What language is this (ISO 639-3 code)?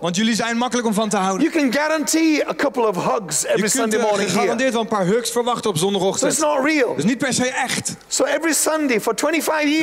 nld